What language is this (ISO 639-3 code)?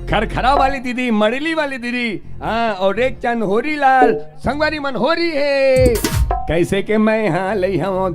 hne